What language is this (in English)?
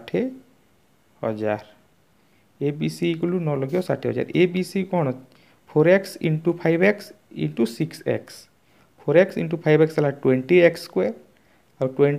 Odia